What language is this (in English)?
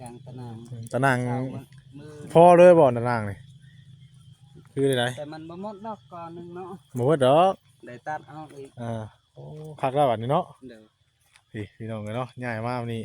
Northeastern Thai